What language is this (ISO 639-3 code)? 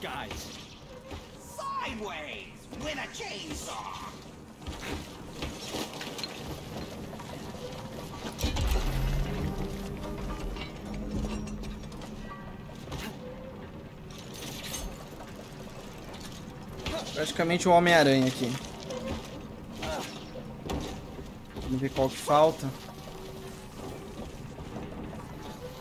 por